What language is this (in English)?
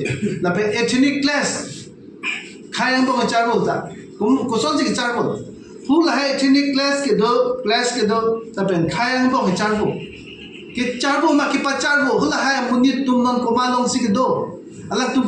Karbi